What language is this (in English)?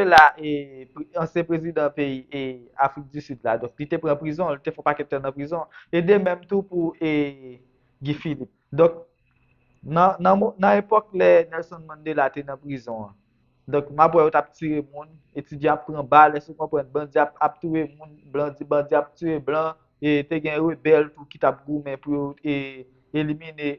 Haitian Creole